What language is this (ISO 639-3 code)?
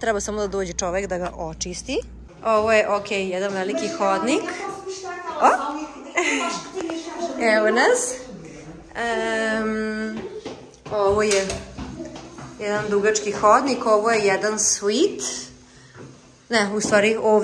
srp